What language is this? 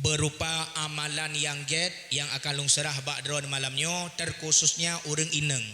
Achinese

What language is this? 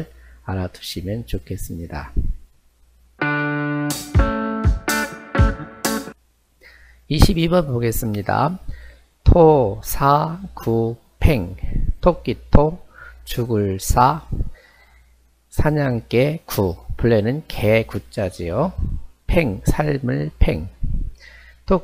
Korean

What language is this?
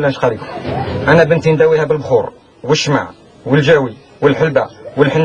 Algerian Arabic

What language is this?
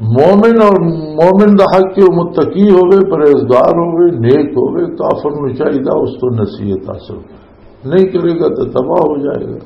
Western Panjabi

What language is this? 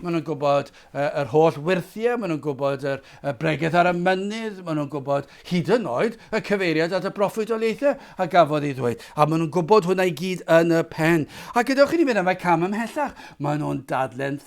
Welsh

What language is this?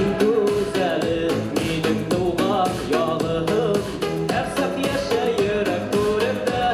Bashkir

